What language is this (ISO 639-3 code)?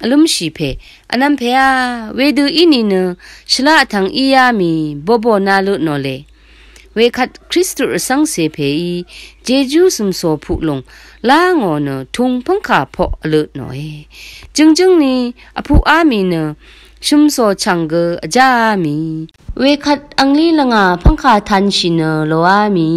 raw